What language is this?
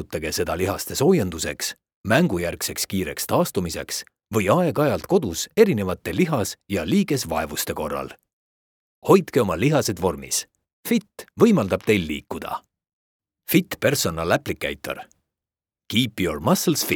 Estonian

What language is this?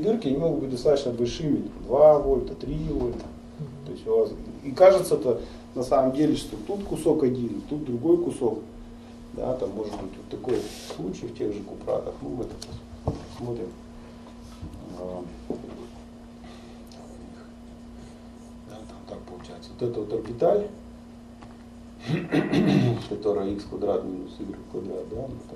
Russian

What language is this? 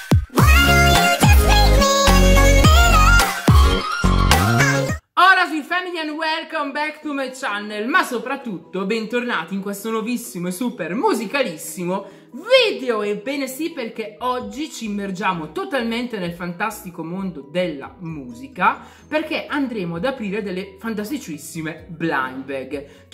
Italian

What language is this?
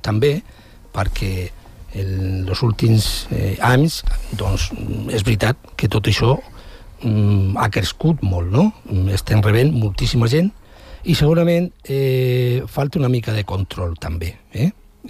Catalan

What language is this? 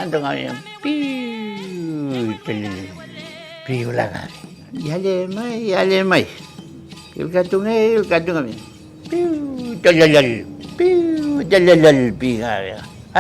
Mapuche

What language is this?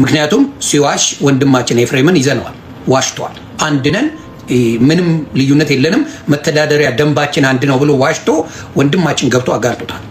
Amharic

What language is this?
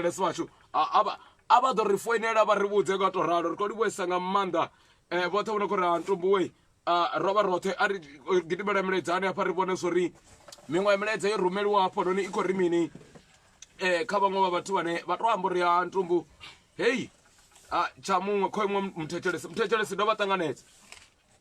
Venda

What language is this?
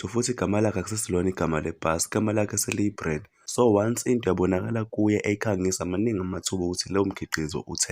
Zulu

